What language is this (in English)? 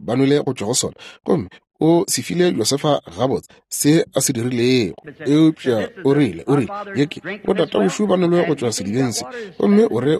Northern Sotho